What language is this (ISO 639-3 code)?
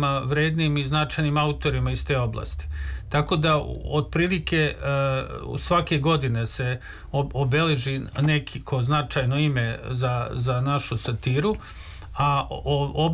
srp